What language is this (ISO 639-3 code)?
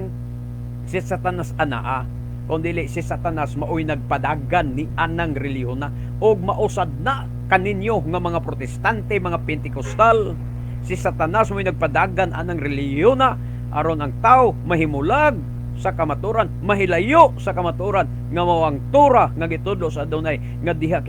ceb